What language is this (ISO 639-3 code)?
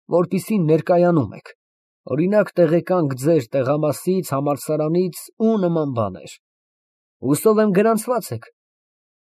hye